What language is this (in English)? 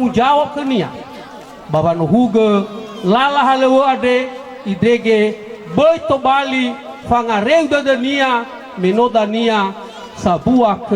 Nias